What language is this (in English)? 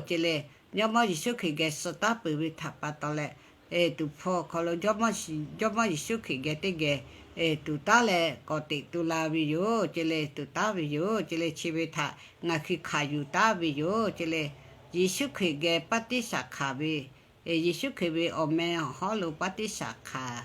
Lahu